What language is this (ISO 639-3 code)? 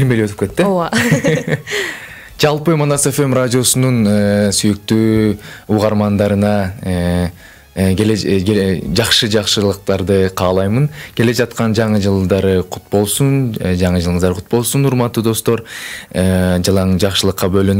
kir